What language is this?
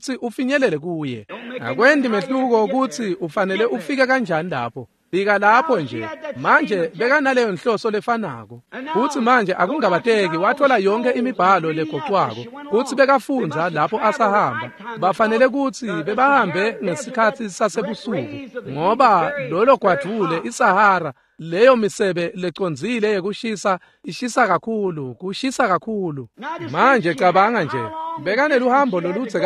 Swati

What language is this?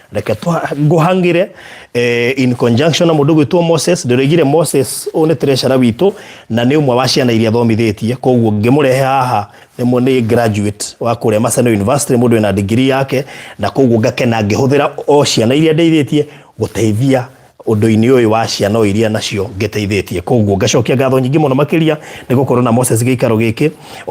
Kikuyu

